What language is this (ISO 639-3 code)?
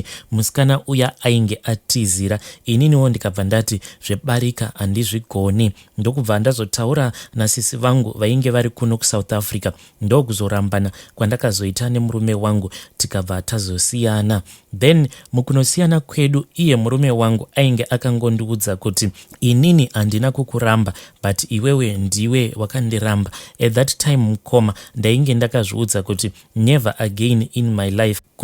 sna